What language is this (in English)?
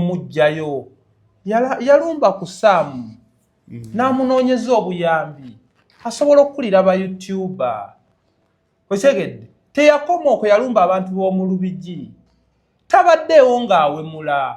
Ganda